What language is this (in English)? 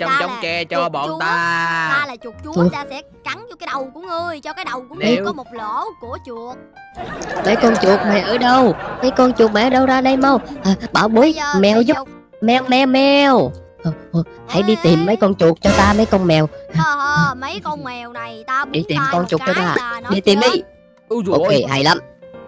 Vietnamese